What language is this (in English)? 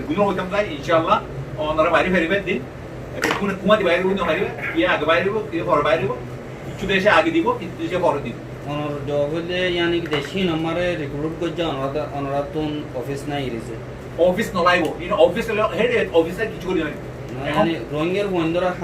Rohingya